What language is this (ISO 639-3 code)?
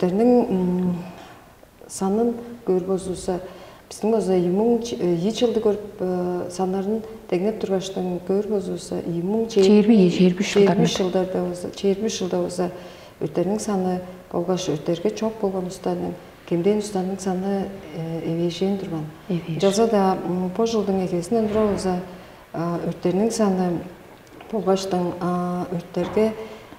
tyv